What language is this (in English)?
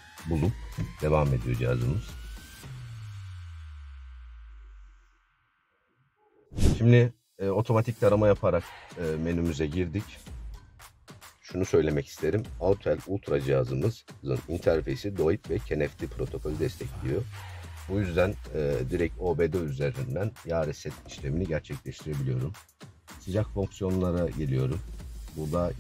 Turkish